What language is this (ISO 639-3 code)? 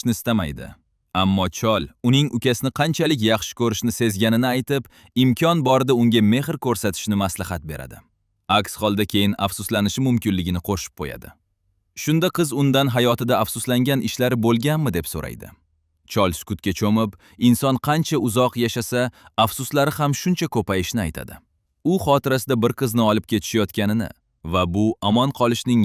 uzb